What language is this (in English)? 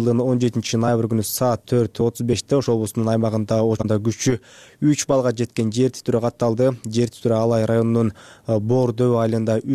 Kyrgyz